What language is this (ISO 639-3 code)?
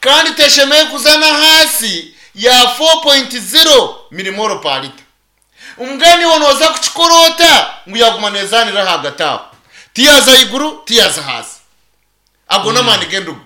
nyn